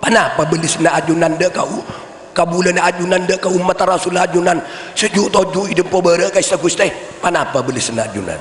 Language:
Madurese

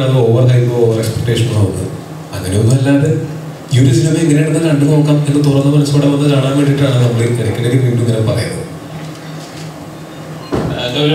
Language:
Malayalam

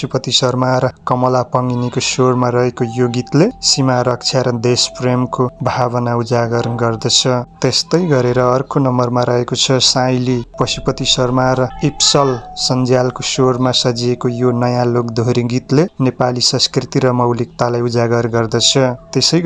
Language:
Nepali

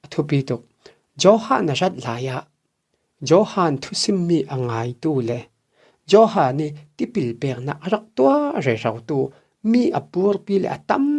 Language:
Falam Chin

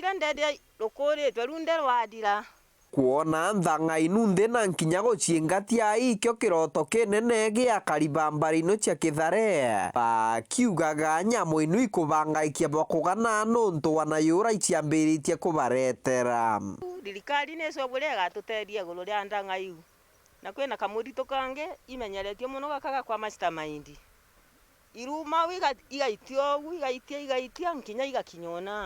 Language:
Meru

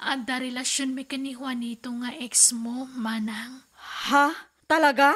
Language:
Iloko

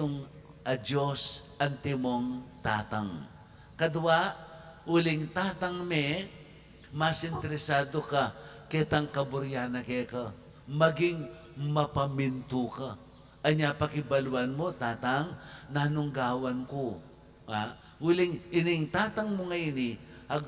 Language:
Pampanga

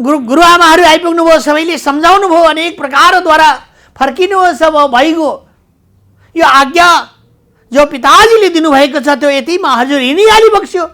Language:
Nepali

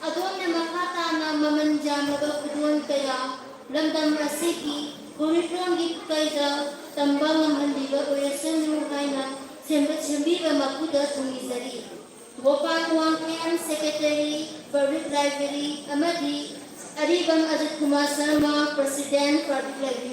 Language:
Manipuri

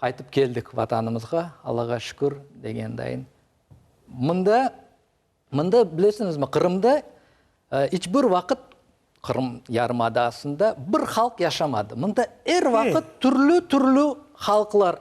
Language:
Crimean Tatar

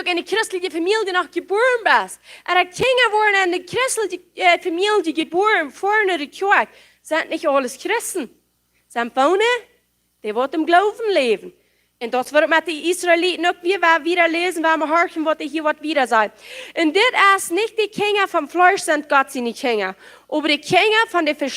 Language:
Plautdietsch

